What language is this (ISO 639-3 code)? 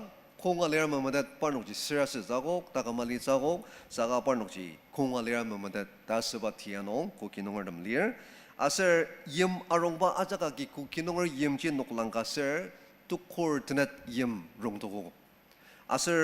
njo